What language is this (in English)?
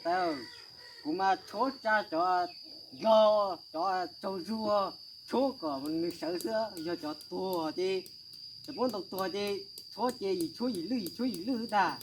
Hmong